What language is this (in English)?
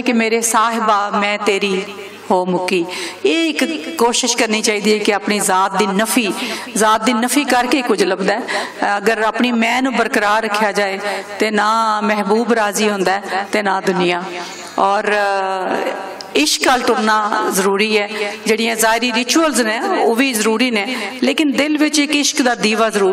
Western Panjabi